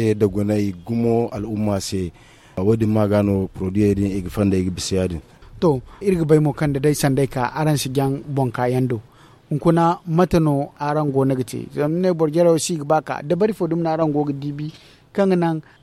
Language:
Zarma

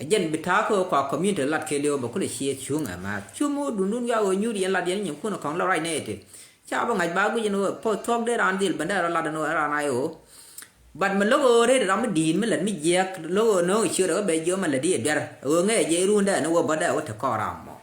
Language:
Nuer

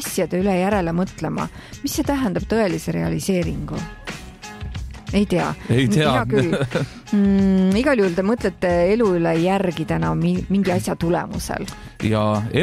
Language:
Estonian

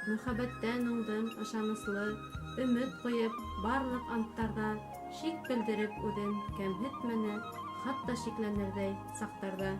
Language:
Bashkir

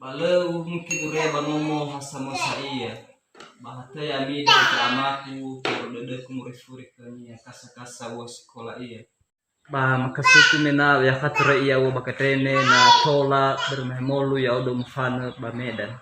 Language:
Nias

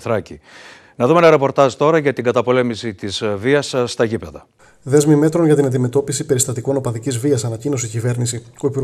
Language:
Greek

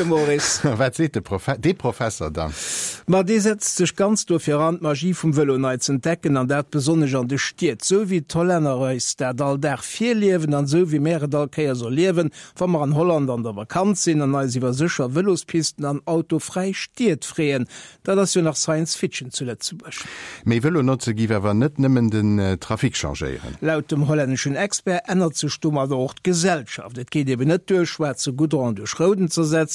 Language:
Luxembourgish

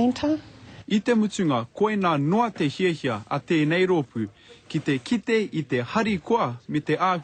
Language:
Māori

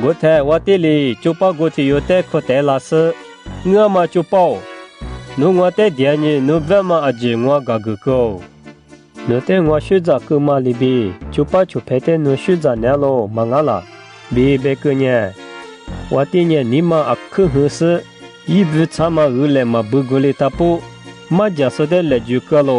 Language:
Lisu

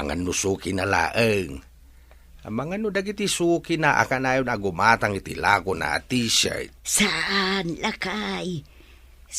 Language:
Iloko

